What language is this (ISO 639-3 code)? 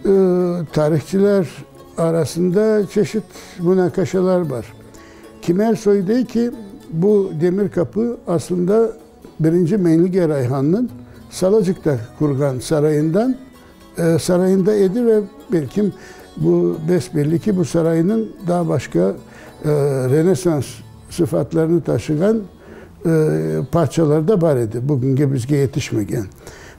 crh